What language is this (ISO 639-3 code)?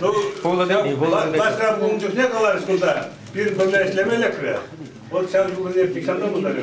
chv